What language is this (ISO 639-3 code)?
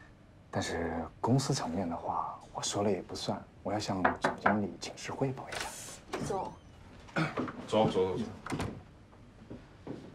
zho